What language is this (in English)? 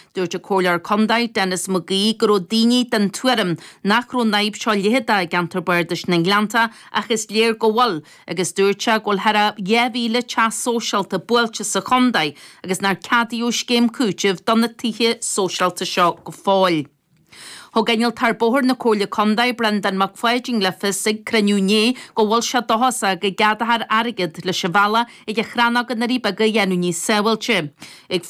Irish